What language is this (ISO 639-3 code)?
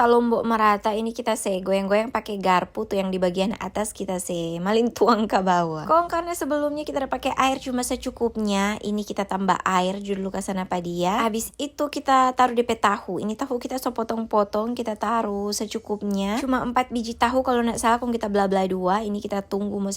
xmm